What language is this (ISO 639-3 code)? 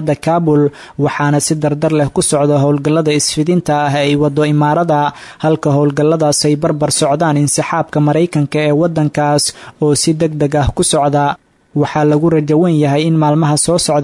som